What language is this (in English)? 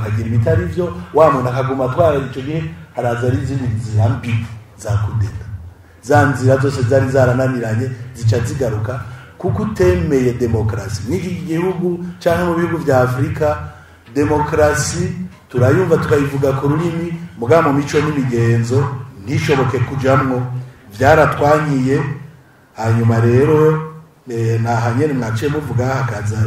Rundi